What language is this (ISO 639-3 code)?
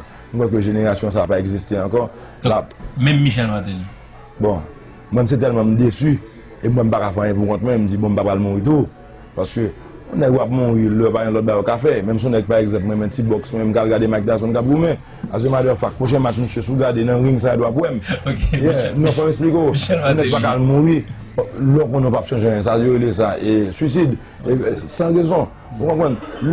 hat